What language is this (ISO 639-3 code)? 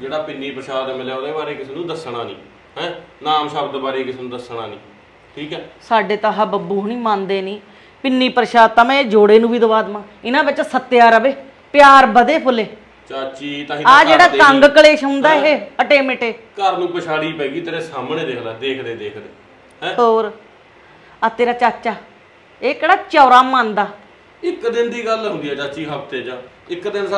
pan